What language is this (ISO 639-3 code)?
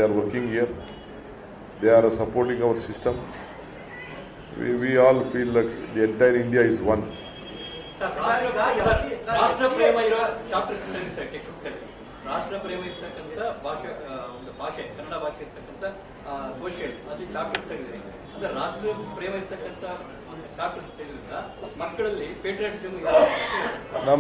kan